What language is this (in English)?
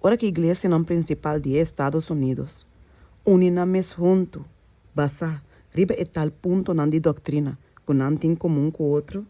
Papiamento